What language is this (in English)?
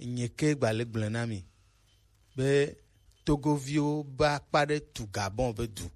Gen